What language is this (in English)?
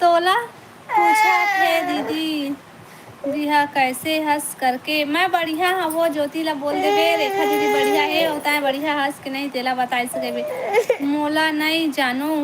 Chhattisgarhi